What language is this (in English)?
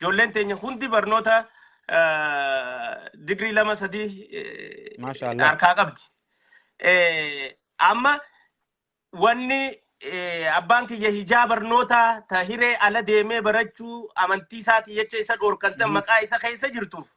Oromo